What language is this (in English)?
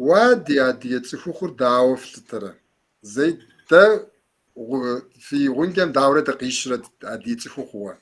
Kabardian